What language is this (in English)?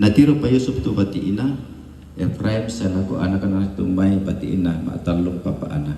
Toraja-Sa'dan